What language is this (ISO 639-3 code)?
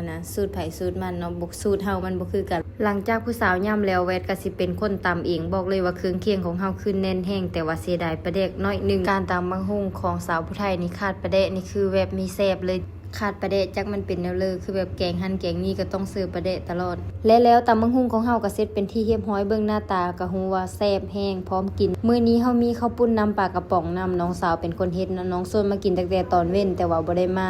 lao